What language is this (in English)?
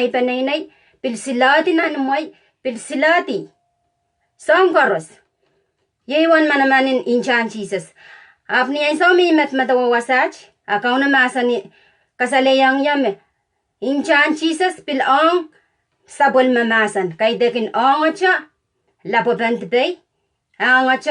Pohnpeian